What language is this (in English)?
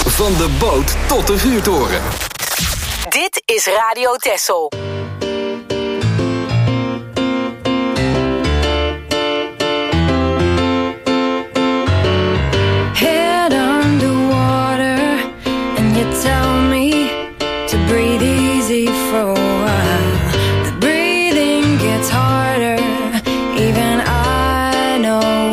Dutch